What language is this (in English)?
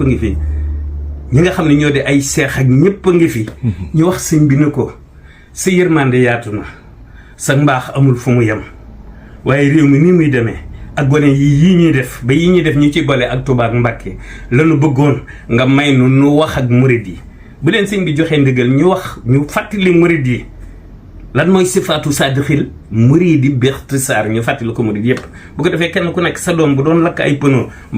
Wolof